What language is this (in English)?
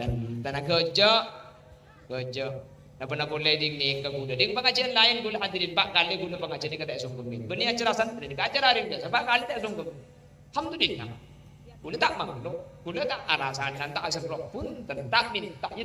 Madurese